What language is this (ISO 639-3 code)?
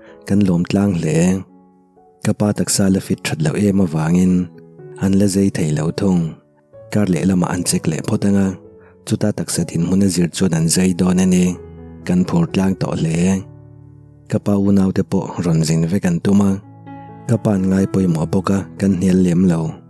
lus